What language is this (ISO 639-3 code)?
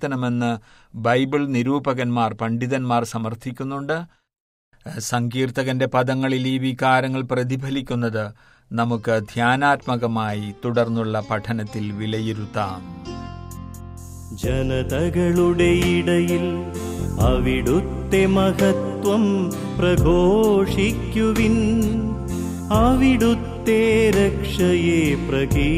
mal